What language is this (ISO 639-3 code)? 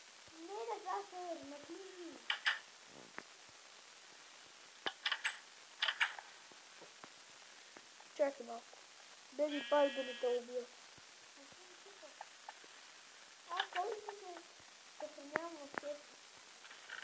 bul